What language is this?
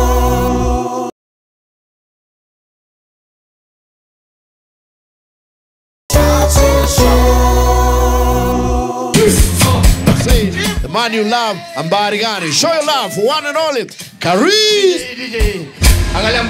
Swahili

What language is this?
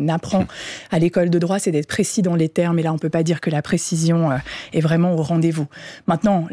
French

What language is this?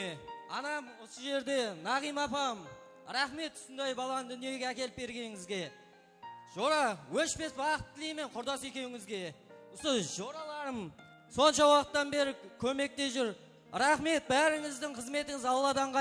Kara-Kalpak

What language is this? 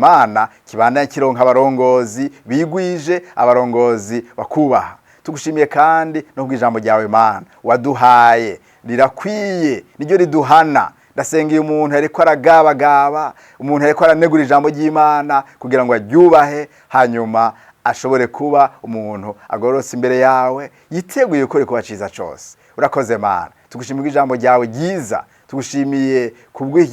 Rundi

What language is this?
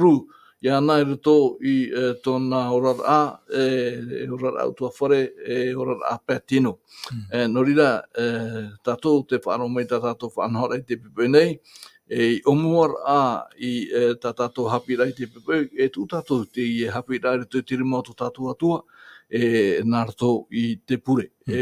Tahitian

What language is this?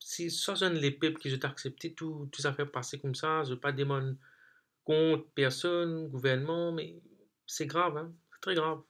Morisyen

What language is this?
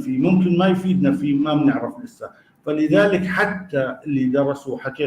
North Levantine Arabic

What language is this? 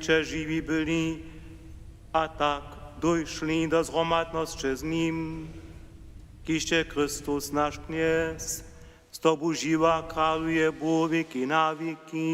Upper Sorbian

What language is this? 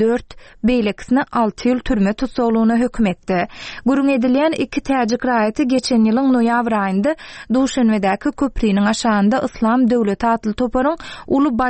Turkmen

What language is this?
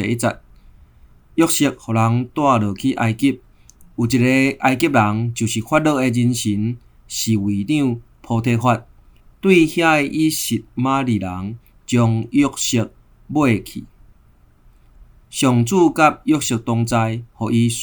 Min Nan Chinese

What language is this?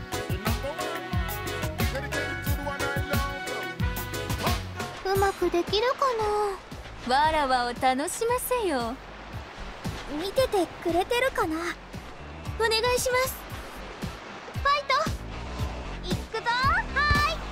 Japanese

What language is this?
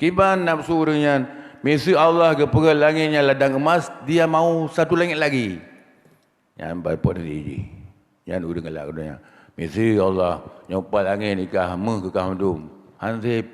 Achinese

